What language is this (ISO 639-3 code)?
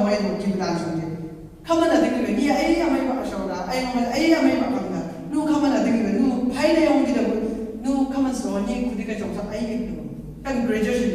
nbc